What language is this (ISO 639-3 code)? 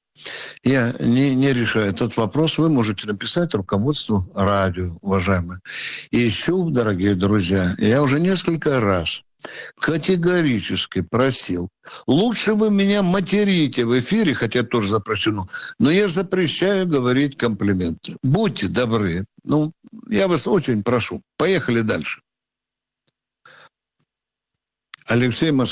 rus